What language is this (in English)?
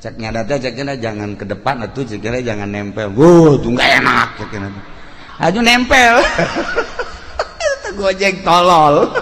Sundanese